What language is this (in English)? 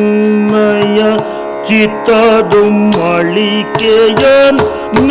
Kannada